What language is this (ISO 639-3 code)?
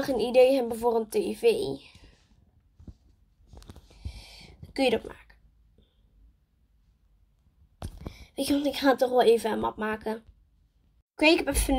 nld